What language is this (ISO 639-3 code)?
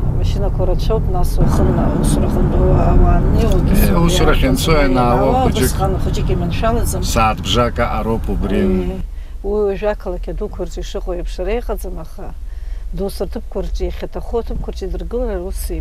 abk